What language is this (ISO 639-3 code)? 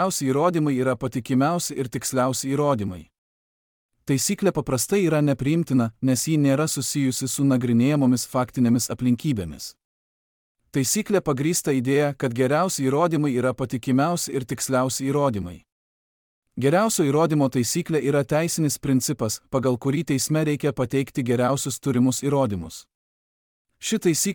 lit